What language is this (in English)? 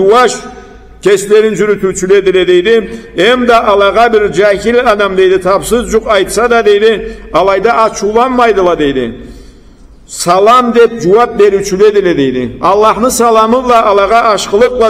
Karachay-Balkar